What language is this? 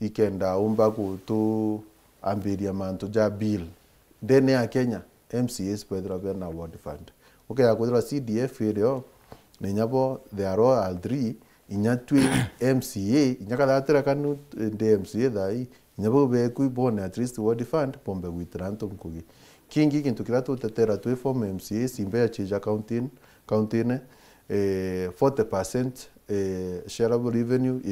Meru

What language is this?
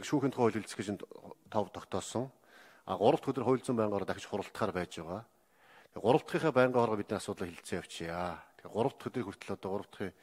Mongolian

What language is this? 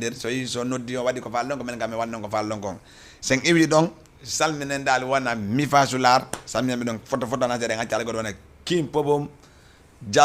Fula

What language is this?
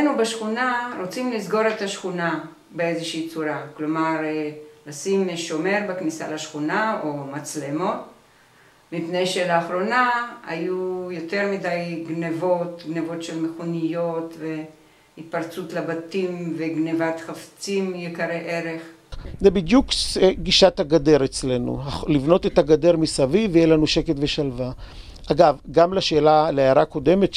Hebrew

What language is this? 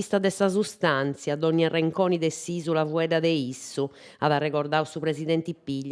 Sardinian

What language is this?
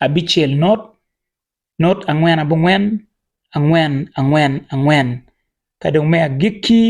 Acoli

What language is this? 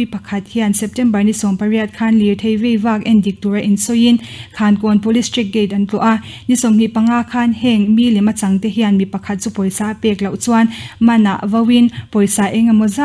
Mizo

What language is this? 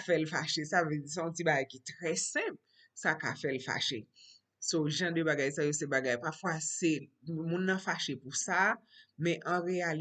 Haitian Creole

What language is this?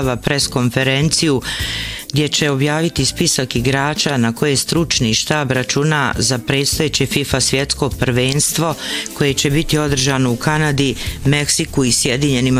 Bosnian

